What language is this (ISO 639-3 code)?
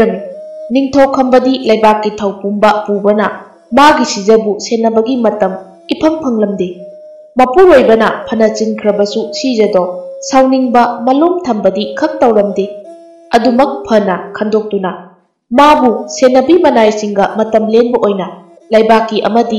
mni